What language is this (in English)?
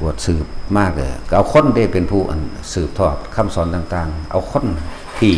Northeastern Thai